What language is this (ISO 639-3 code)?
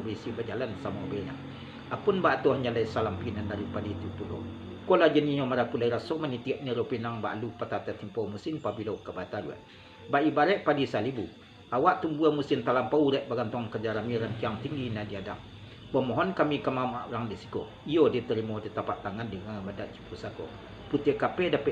min